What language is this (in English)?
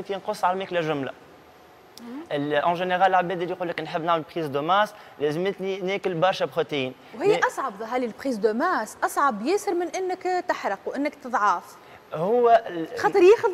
Tunisian Arabic